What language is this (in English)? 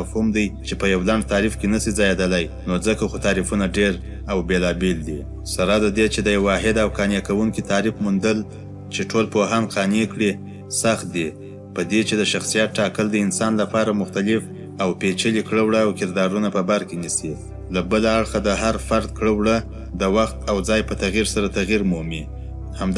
Pashto